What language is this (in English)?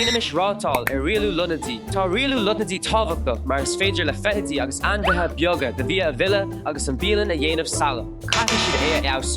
Irish